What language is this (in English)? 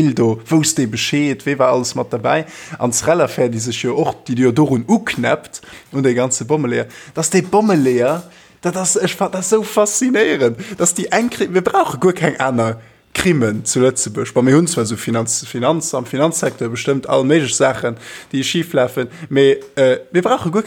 Luxembourgish